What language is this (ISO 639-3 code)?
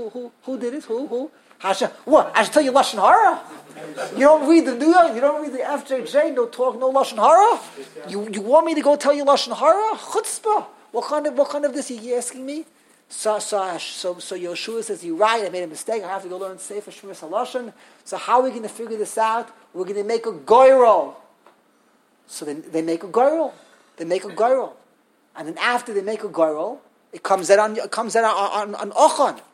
eng